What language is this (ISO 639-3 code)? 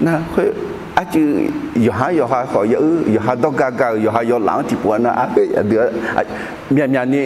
ahk